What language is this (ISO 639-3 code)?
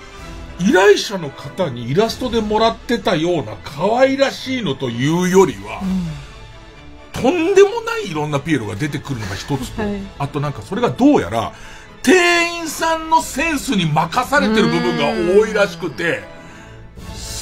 jpn